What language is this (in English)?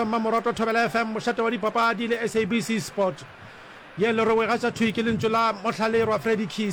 Northern Sotho